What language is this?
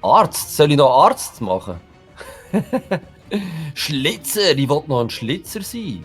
Swiss German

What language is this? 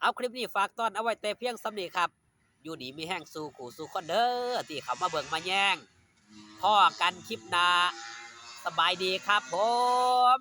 Northeastern Thai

